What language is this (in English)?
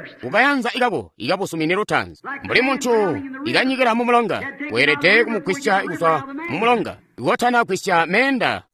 Tonga (Zambia)